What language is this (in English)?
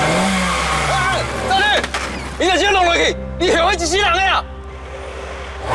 Min Nan Chinese